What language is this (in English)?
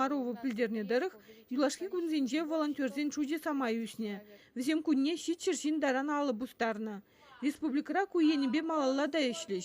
Chuvash